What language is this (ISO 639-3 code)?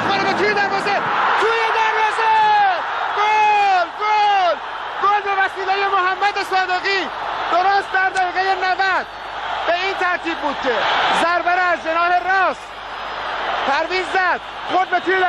fas